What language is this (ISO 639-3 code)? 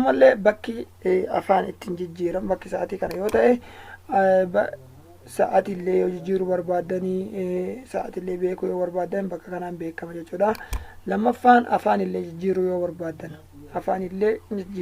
orm